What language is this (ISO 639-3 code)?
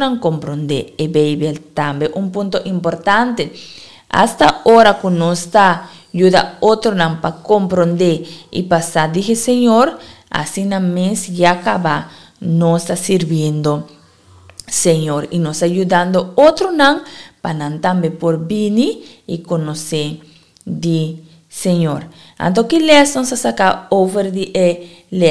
pap